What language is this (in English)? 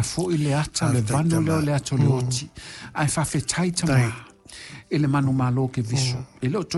Samoan